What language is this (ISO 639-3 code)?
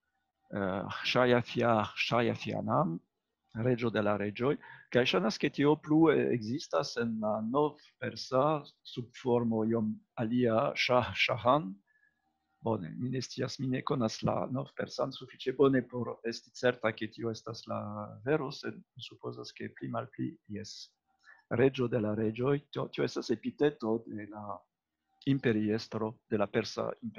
epo